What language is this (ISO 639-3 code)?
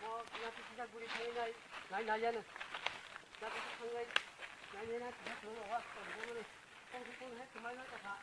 trp